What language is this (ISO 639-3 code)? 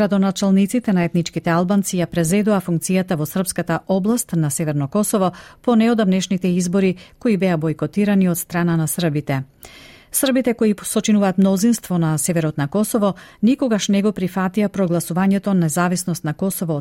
mkd